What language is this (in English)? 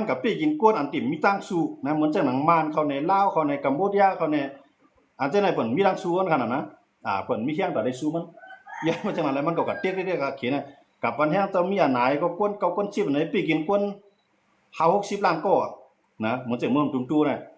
Shan